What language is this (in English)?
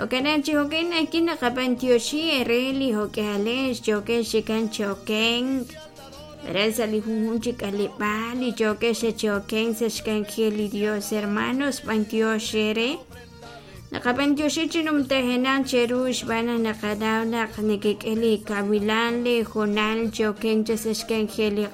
Kekchí